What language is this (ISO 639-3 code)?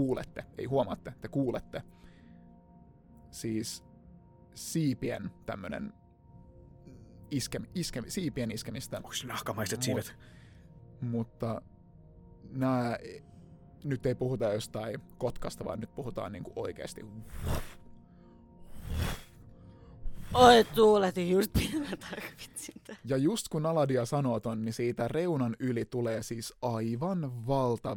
fin